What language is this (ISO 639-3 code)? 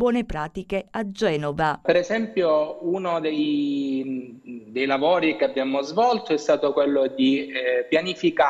ita